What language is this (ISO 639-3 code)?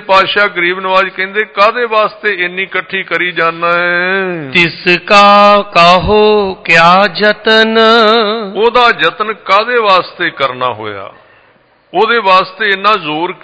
pan